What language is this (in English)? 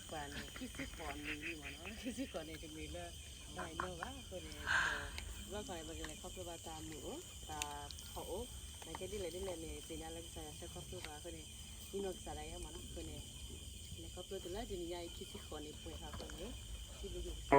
S'gaw Karen